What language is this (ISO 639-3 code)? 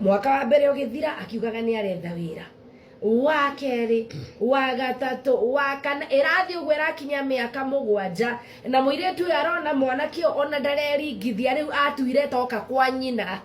kik